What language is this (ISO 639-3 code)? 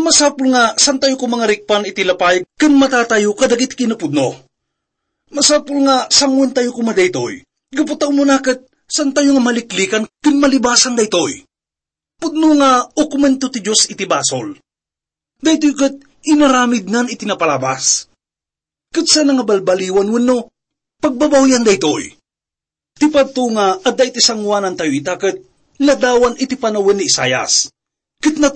ilo